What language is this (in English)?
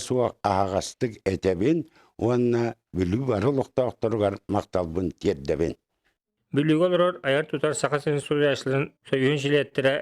Yakut